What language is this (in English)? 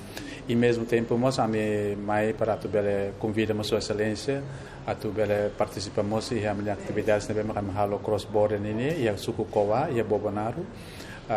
Tetum